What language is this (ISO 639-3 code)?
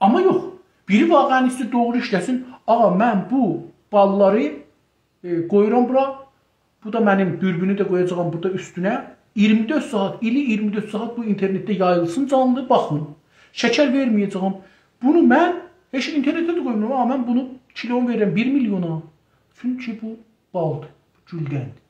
azb